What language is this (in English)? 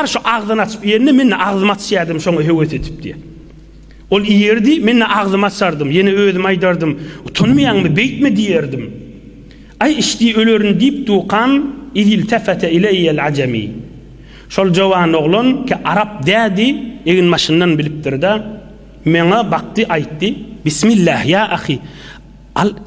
Turkmen